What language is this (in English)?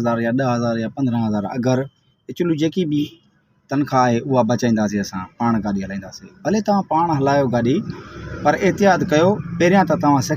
Sindhi